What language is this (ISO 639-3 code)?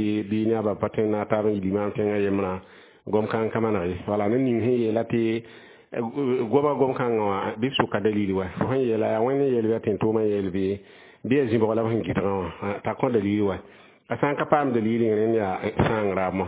mos